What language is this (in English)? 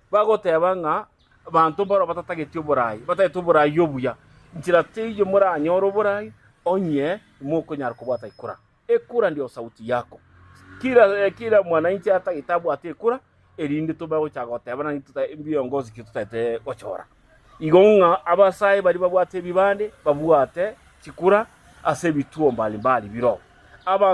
Gusii